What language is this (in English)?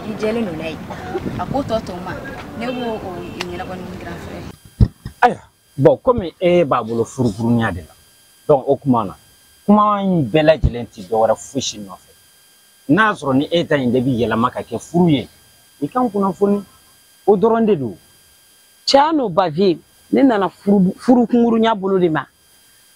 Bambara